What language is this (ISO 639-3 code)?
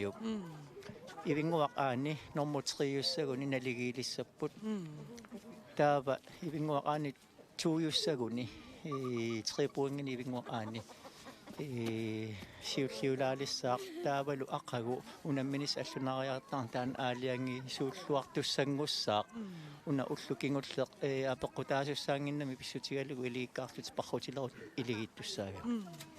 kal